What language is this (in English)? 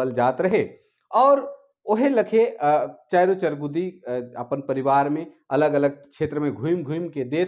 Sadri